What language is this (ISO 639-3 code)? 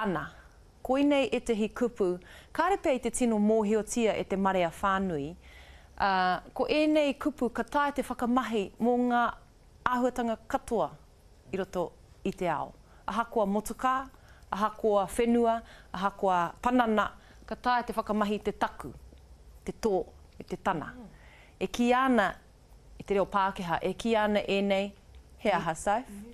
mri